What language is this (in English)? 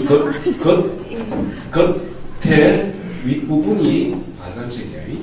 Korean